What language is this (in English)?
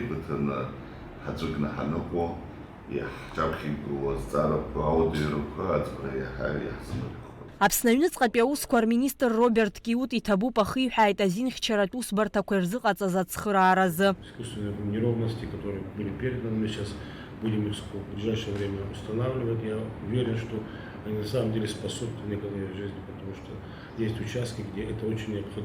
Abkhazian